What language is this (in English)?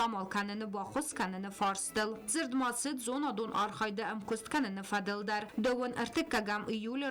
Ossetic